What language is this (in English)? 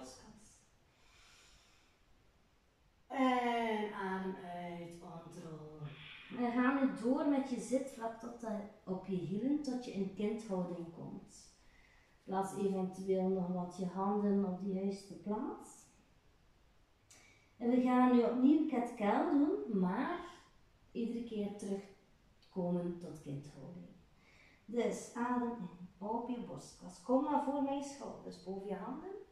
Dutch